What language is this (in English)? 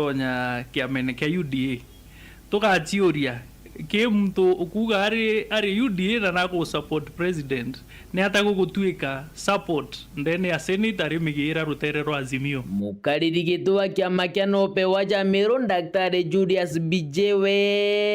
Meru